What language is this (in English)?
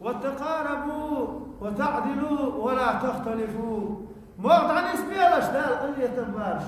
Chechen